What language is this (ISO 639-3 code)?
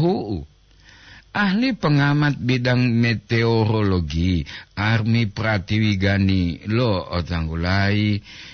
gor